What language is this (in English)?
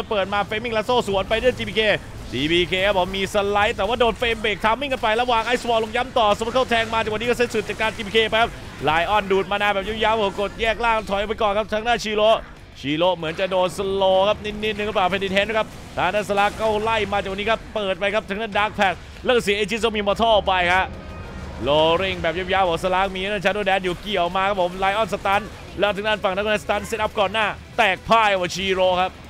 Thai